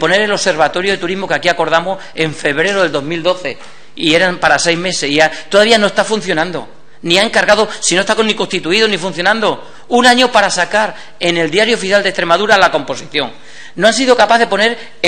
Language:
Spanish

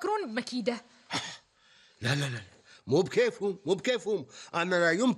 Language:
Gulf Arabic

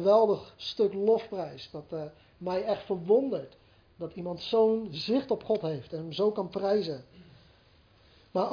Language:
Dutch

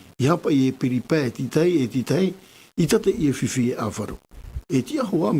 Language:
Tahitian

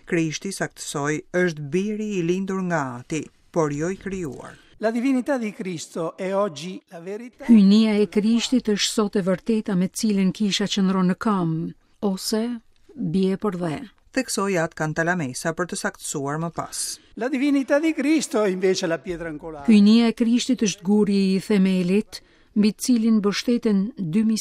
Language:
Albanian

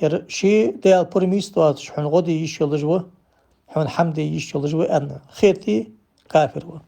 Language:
Ingush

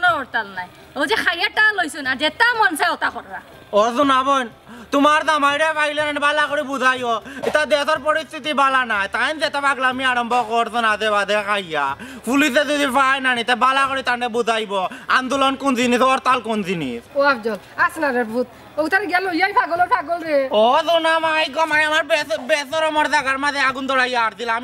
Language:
Sylheti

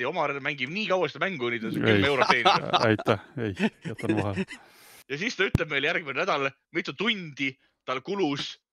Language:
Estonian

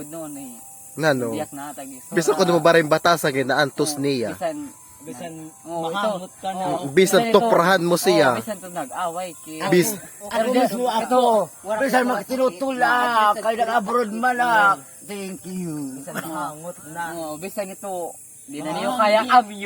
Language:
Waray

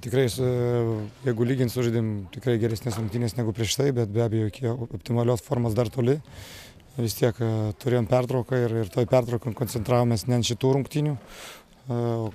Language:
Lithuanian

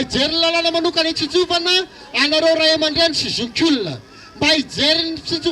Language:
Malagasy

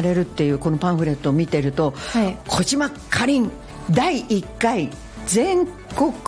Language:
Japanese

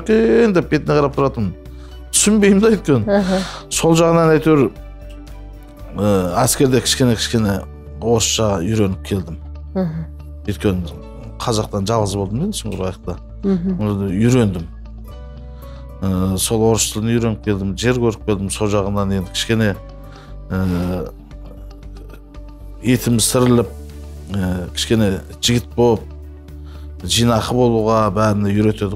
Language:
Kazakh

